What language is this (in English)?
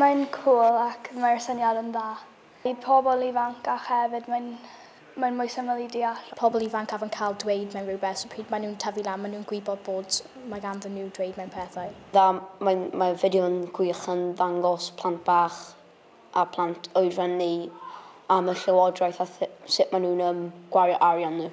Welsh